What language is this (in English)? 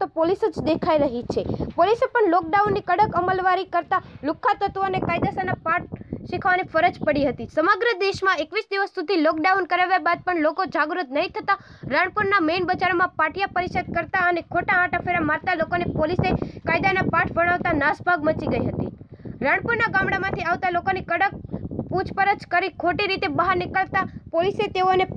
Gujarati